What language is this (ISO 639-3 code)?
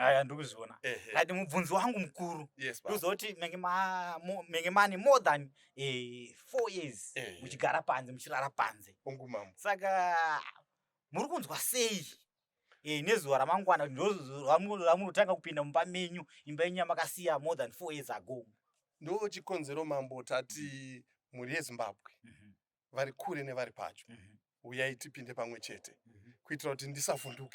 sna